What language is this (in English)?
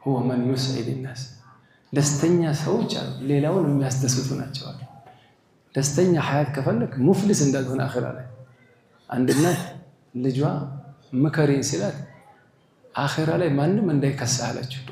Amharic